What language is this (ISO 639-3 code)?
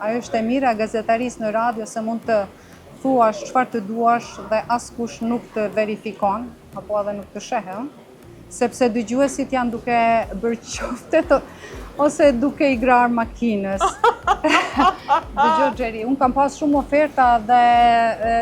sqi